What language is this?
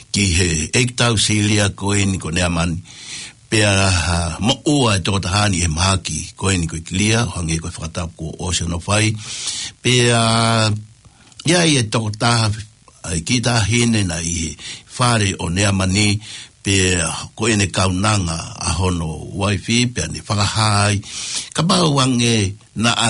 Tongan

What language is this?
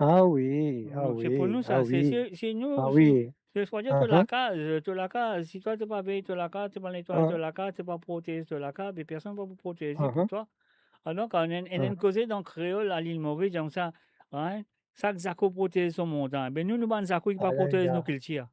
Morisyen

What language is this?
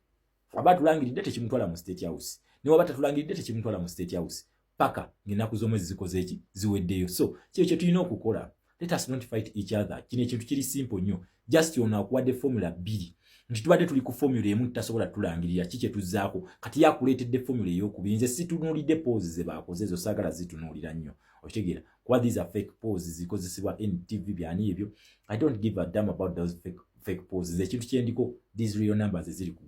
Ganda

